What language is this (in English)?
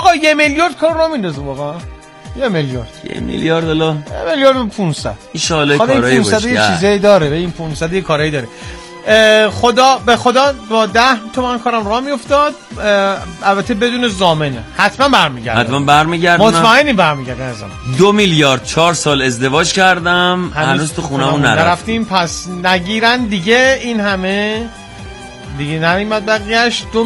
Persian